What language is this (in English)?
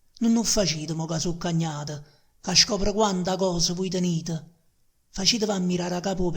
Neapolitan